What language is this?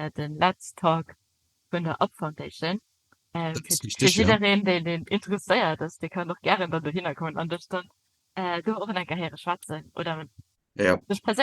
Luxembourgish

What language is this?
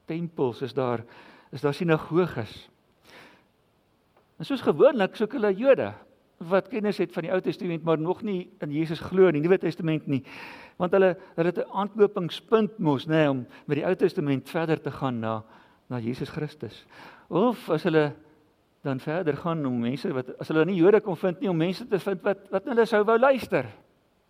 Afrikaans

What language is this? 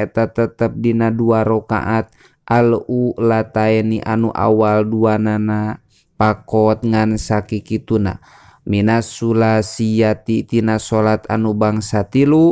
Sundanese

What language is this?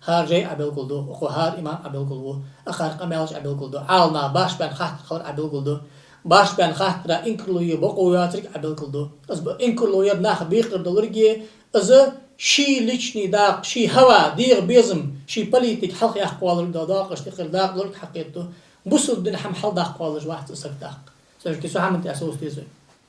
Ingush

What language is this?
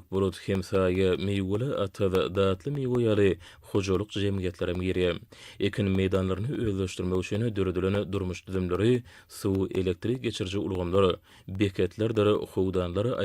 Turkmen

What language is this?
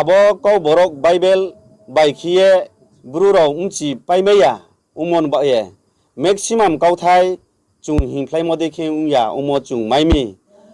Riang (India)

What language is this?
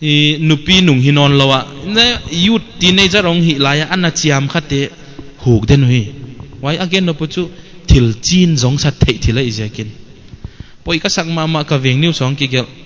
Paite Chin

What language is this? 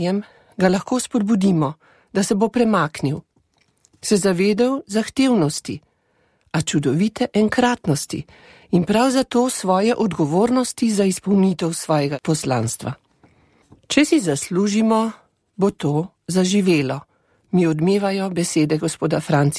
Slovenian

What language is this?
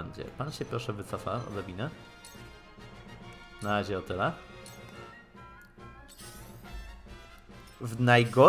Polish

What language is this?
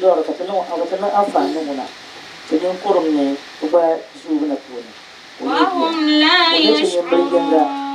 Dagbani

